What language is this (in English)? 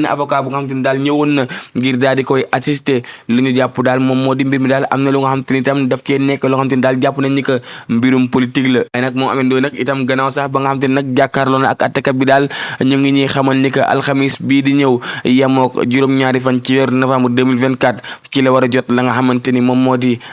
Wolof